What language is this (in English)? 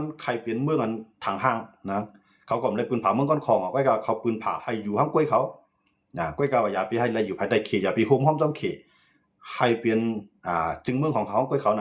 Shan